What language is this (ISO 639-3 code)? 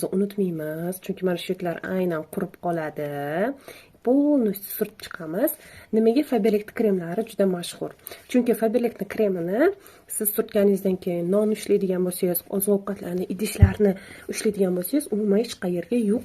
uzb